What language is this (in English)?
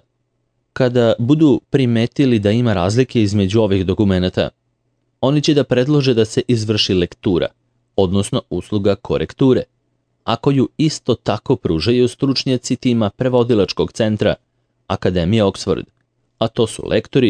Serbian